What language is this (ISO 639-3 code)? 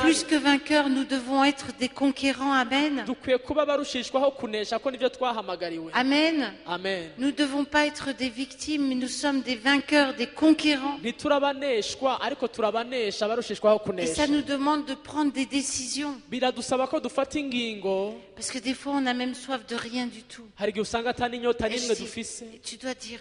run